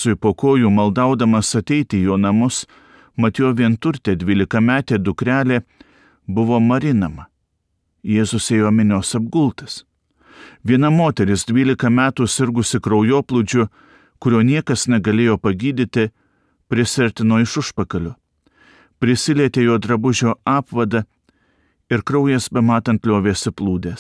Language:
Lithuanian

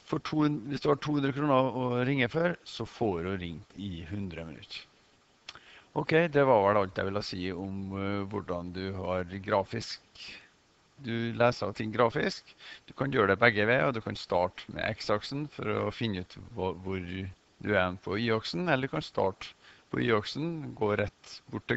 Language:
Norwegian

